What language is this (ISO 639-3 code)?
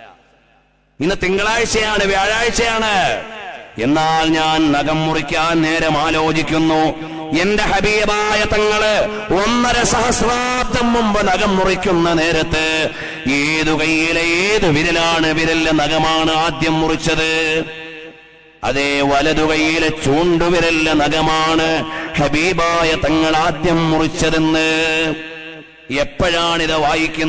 mal